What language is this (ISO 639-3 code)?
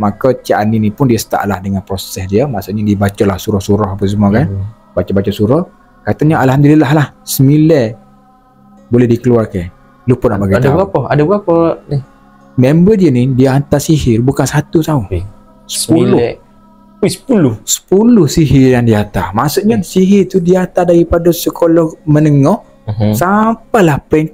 msa